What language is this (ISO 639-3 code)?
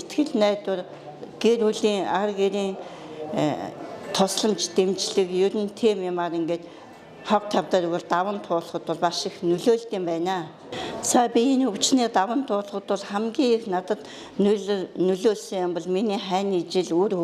mon